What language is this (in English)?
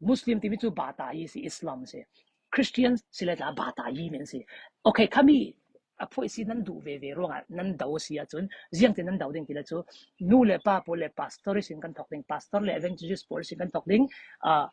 Falam Chin